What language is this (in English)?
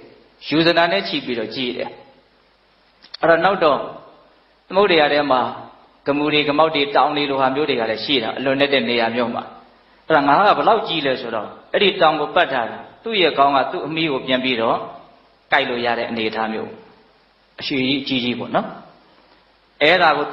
Burmese